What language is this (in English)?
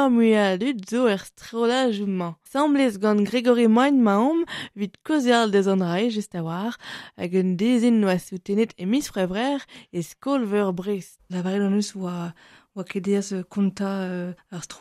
Breton